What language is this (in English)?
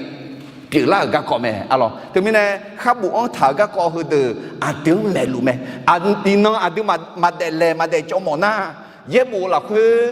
Akha